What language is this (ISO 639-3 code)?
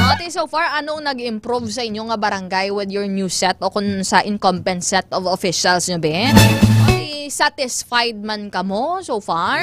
hil